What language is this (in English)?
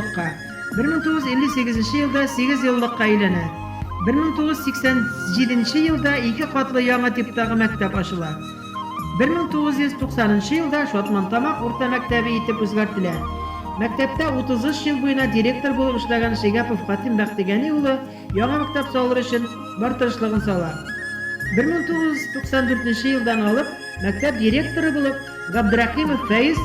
Bashkir